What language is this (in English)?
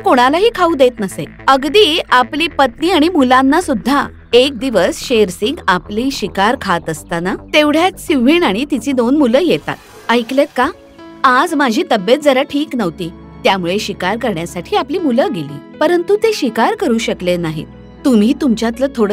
Marathi